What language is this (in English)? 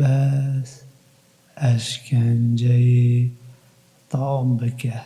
Kurdish